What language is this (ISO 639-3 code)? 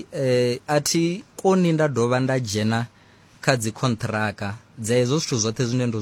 ven